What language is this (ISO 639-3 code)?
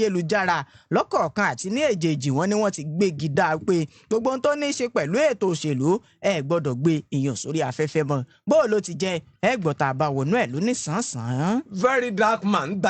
yor